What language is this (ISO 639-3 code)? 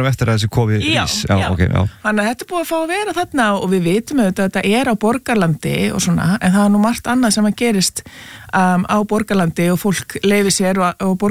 isl